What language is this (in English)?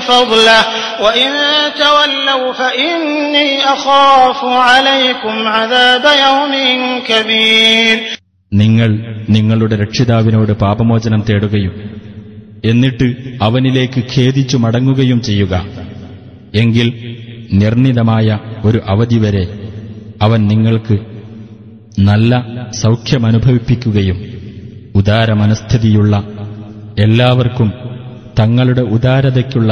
Malayalam